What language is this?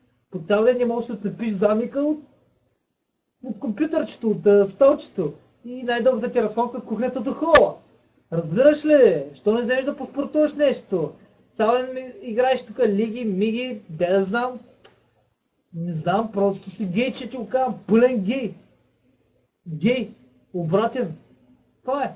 Bulgarian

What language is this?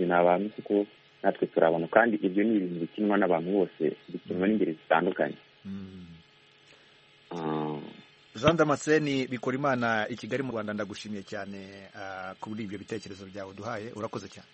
Kinyarwanda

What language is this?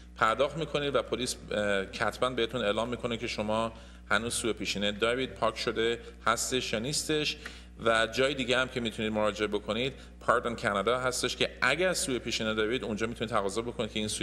Persian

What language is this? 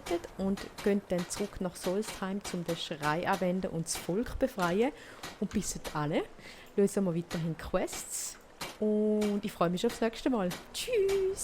Swiss German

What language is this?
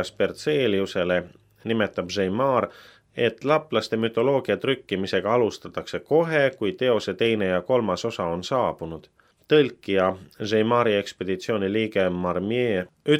Estonian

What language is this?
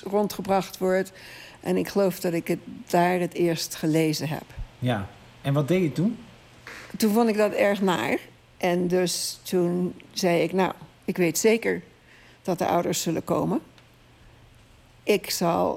Dutch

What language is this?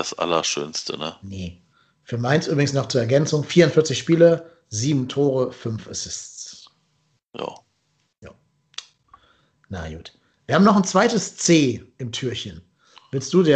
German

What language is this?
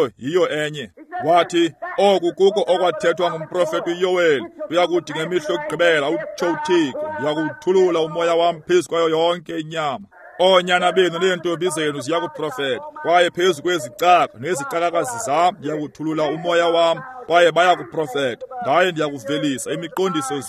Xhosa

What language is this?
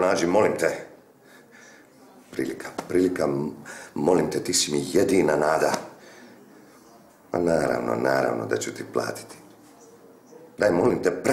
Croatian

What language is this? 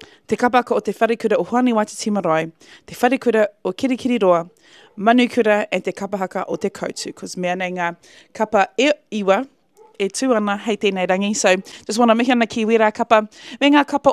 Māori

